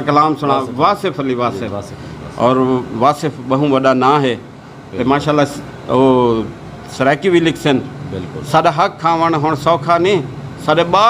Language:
Saraiki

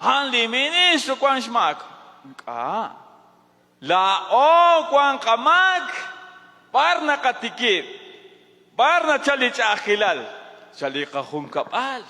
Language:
Kekchí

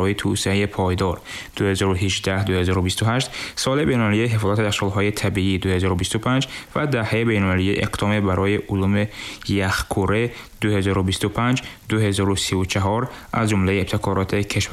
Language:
Tajik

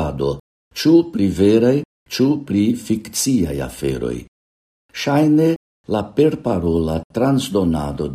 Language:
Esperanto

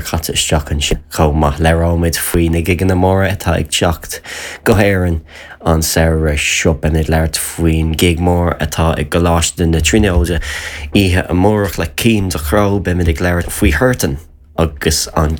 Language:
Irish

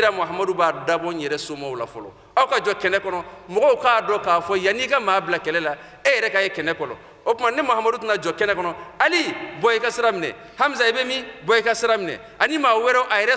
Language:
Bambara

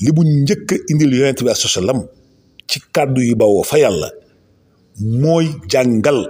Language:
Wolof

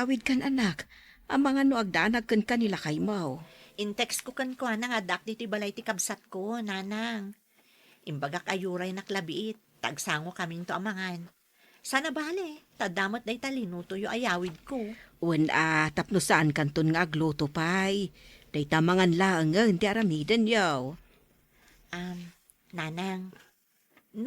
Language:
Iloko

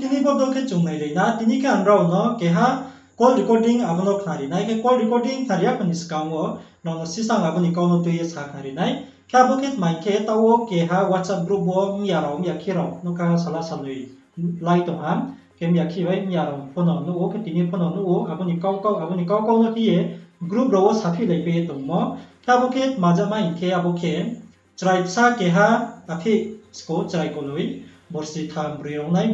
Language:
Riang (India)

